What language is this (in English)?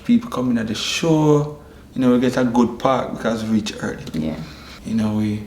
Jamaican Creole English